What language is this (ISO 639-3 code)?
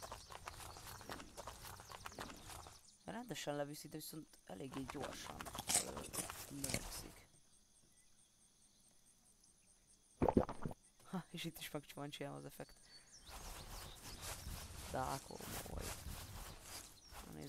hun